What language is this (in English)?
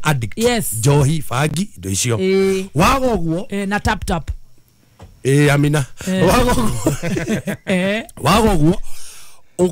Kikuyu